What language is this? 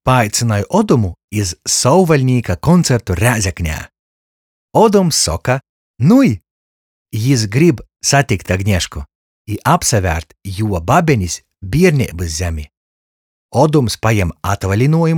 Latgalian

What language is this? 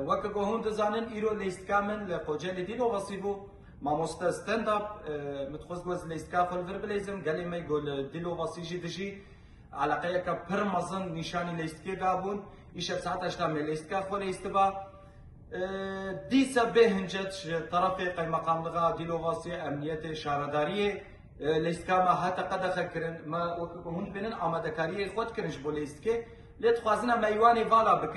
Kurdish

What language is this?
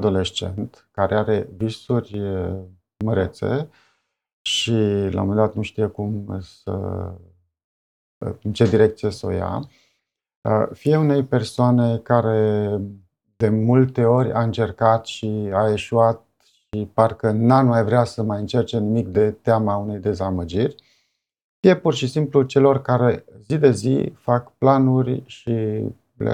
Romanian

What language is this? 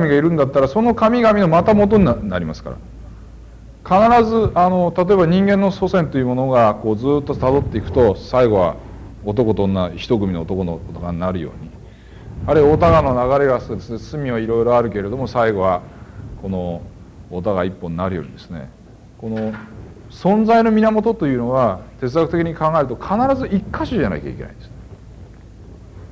Japanese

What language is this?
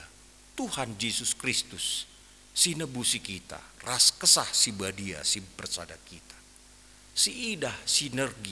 Batak Karo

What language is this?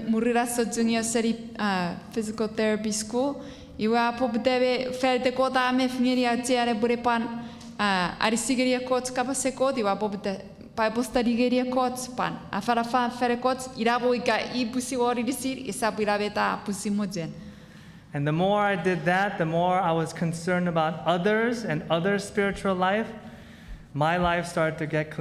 Chuukese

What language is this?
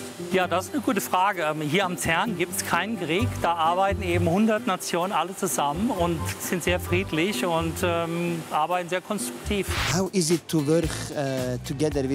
Swiss German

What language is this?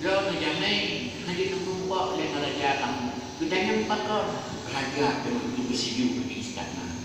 Achinese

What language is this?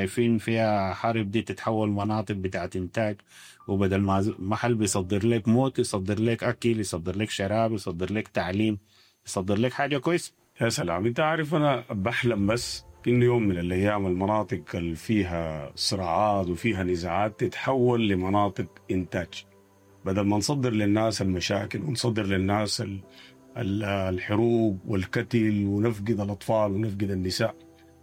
Sudanese Arabic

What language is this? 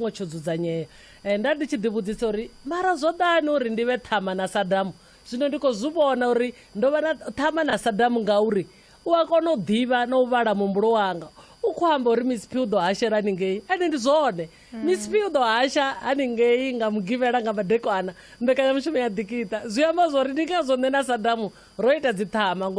Venda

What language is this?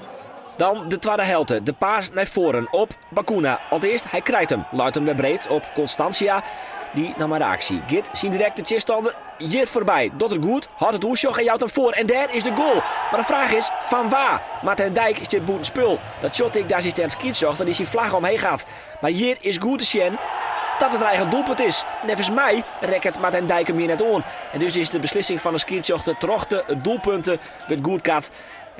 Western Frisian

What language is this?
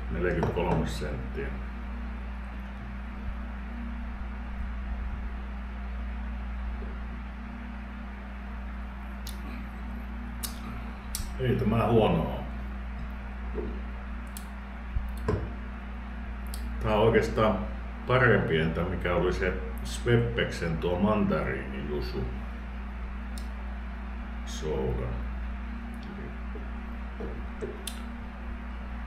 Finnish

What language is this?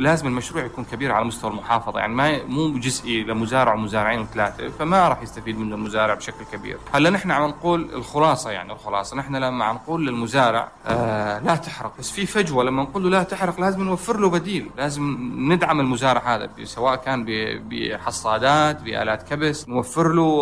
North Levantine Arabic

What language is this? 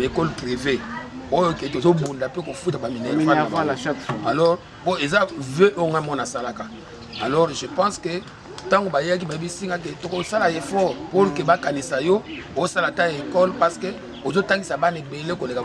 Lingala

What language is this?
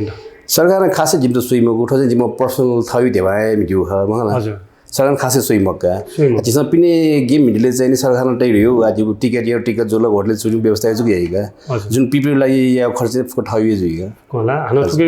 Newari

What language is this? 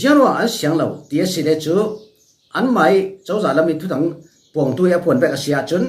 Falam Chin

